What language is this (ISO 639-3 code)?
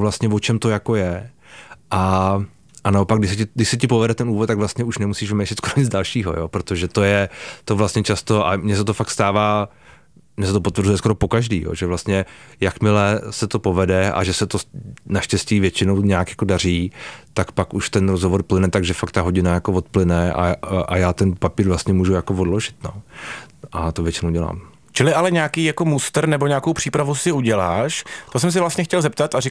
ces